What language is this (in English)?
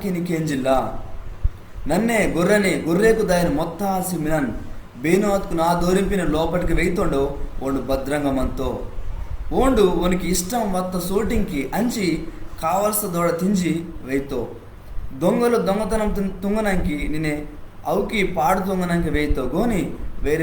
Koya